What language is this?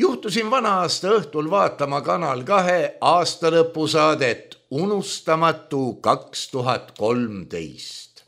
Estonian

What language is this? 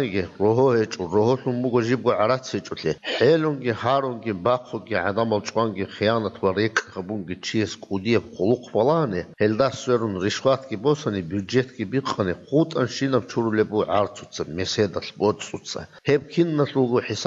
Avaric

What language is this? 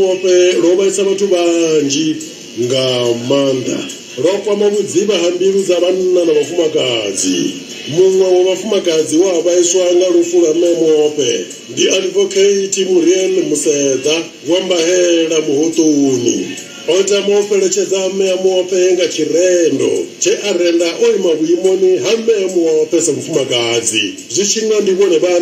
Venda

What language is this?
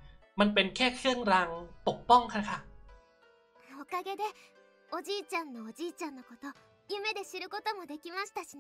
Thai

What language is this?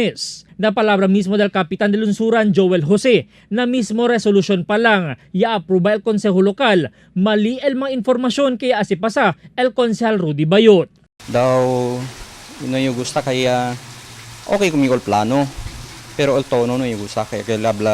Chavacano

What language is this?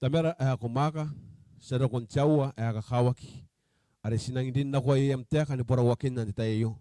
Gilbertese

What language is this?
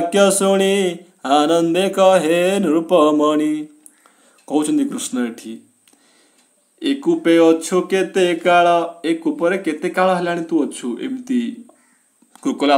Odia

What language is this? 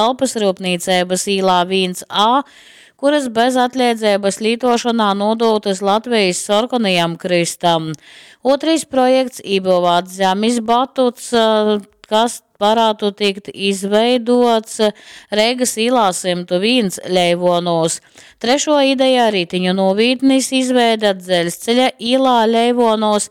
Latgalian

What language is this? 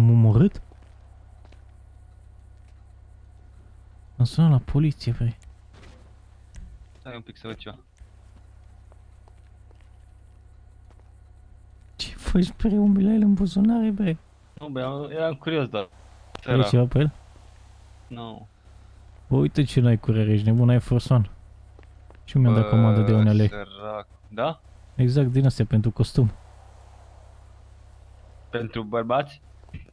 Romanian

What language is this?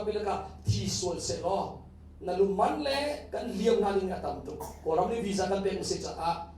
Hakha Chin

